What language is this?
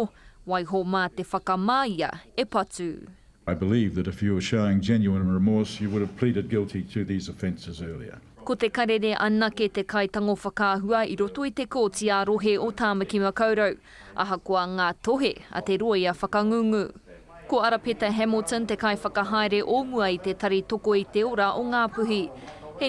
Māori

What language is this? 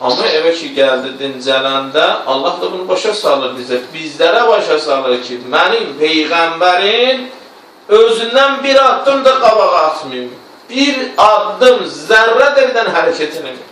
Azerbaijani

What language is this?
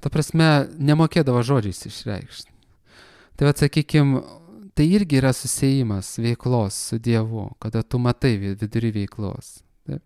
Lithuanian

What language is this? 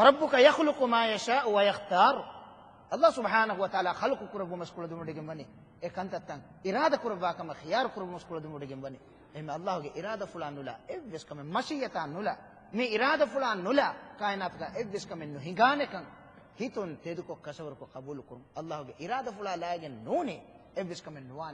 Divehi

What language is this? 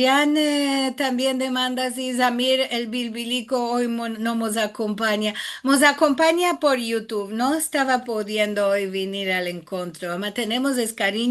Ladino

